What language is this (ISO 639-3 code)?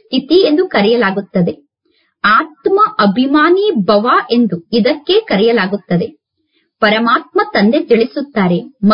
kan